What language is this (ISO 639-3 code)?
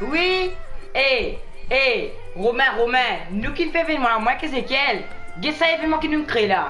mfe